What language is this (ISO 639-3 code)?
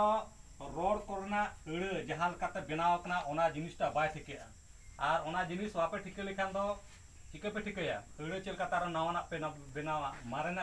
sat